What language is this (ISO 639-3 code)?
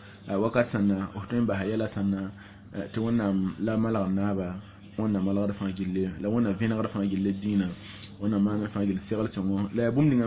mos